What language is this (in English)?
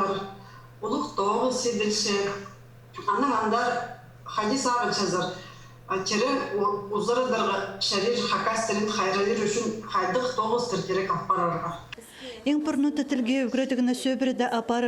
Khakas